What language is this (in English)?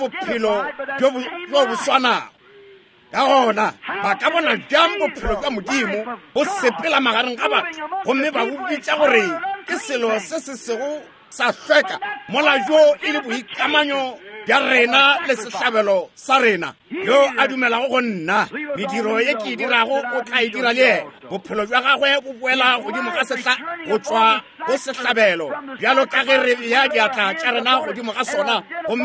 Northern Sotho